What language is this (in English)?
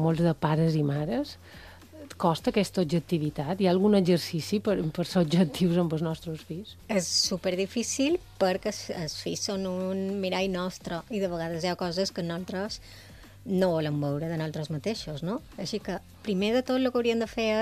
Catalan